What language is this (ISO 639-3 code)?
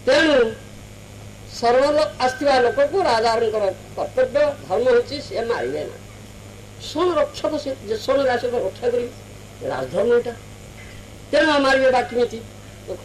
ori